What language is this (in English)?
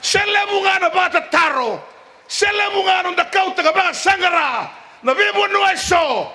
Fijian